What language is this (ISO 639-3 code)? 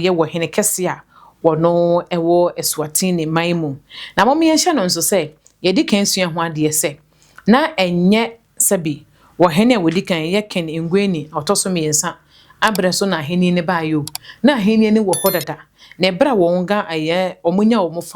aka